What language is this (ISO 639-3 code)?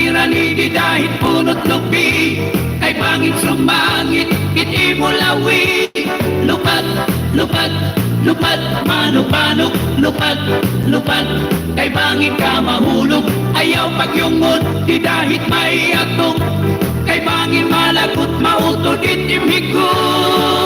war